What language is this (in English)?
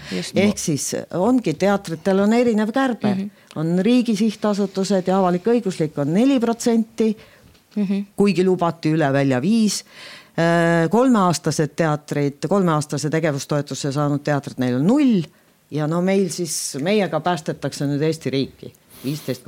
Estonian